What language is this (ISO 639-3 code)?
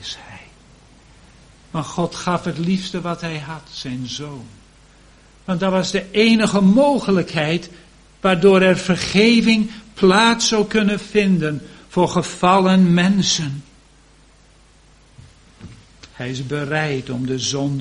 nld